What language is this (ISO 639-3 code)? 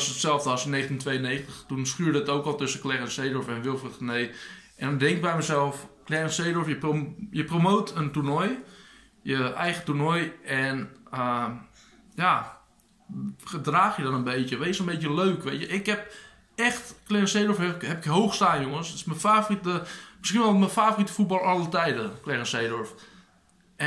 nld